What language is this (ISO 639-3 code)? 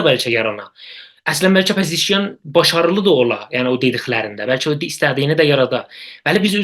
azb